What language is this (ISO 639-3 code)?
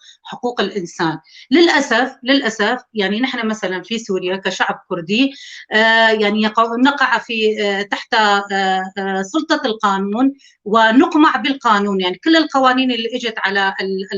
apc